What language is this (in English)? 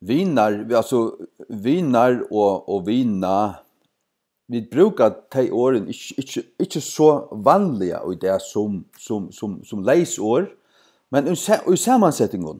Faroese